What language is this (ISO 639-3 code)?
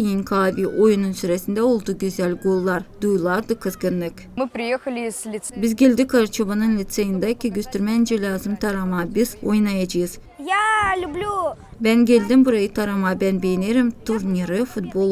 gag